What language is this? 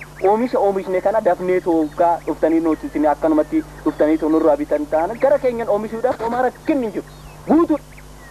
Oromo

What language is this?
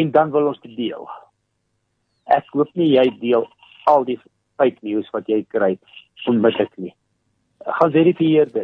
Afrikaans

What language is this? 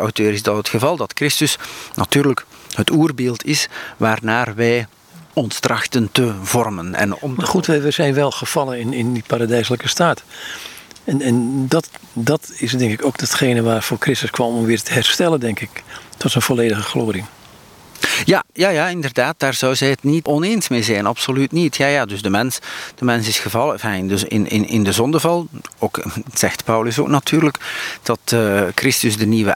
Dutch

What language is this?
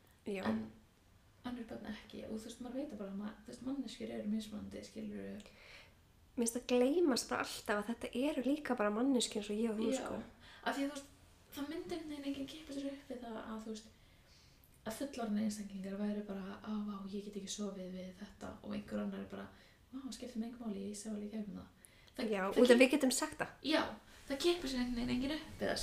Icelandic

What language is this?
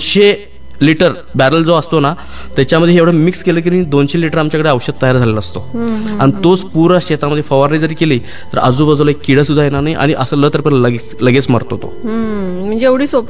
Marathi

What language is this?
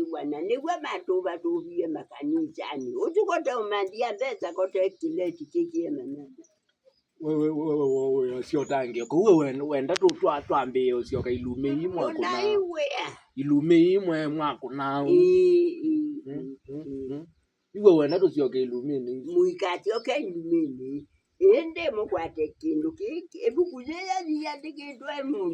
Kamba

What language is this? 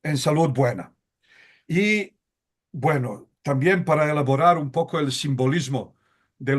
Ladino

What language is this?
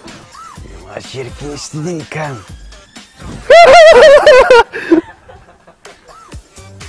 Kazakh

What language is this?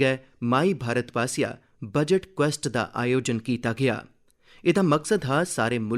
Dogri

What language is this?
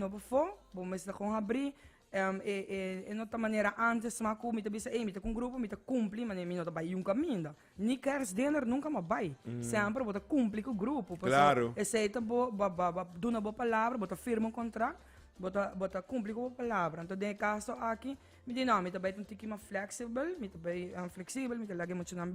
Papiamento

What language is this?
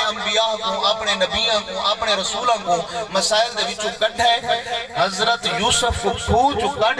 Saraiki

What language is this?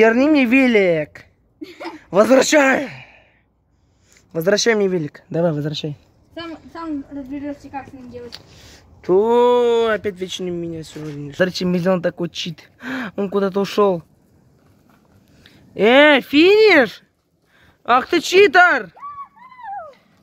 Russian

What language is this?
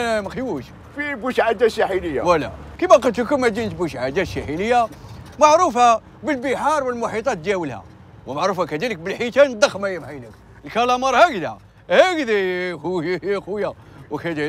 Algerian Arabic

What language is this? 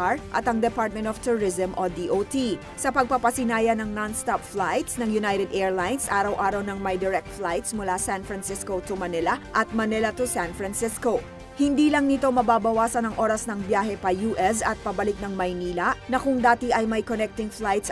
Filipino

